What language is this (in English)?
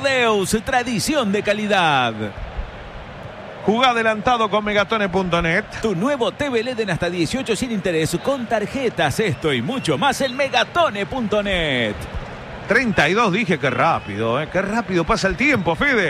Spanish